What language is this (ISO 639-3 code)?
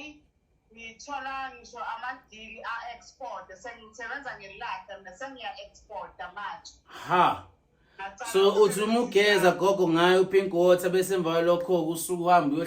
zul